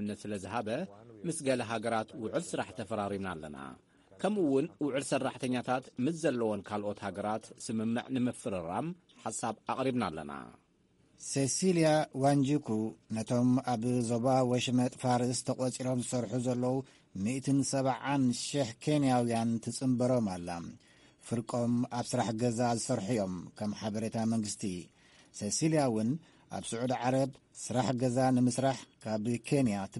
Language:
Tigrinya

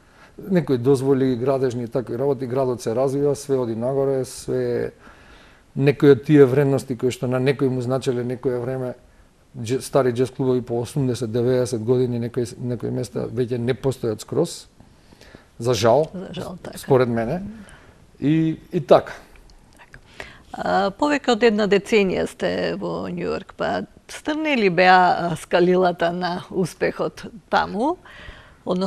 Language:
Macedonian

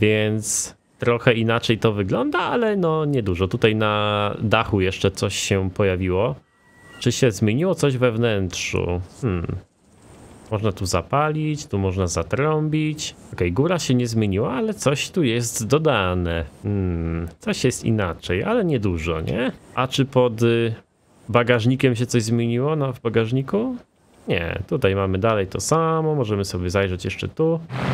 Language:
Polish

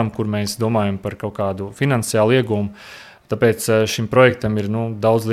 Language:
Latvian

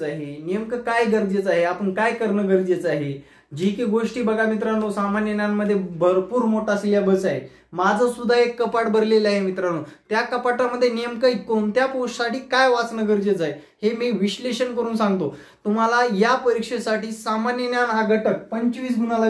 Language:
Marathi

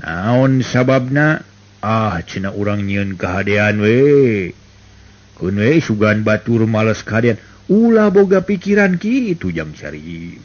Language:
Sundanese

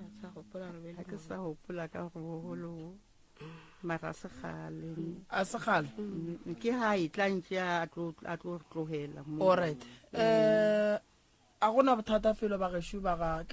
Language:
Northern Sotho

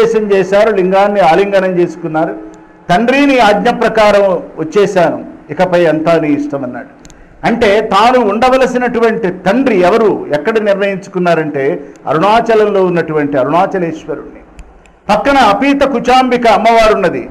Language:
Telugu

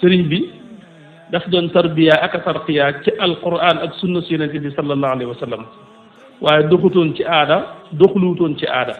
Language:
Wolof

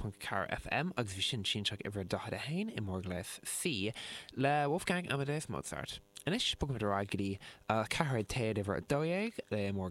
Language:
Irish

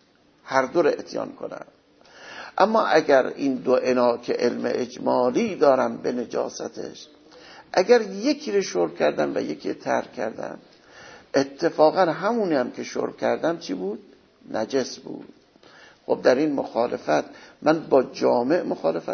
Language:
Persian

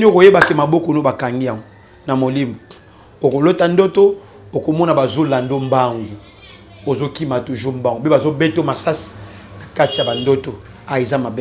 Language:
Lingala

